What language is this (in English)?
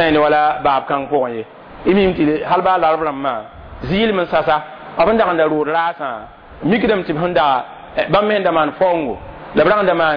Mossi